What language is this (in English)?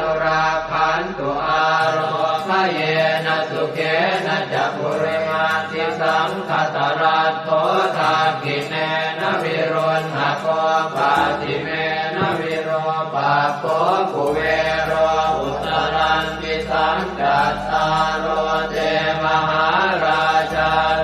Pali